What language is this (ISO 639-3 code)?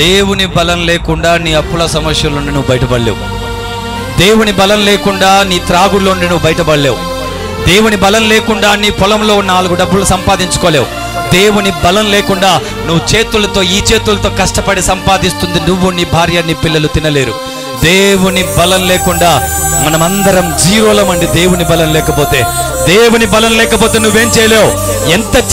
tel